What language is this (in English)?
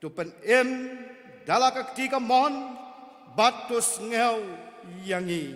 Khasi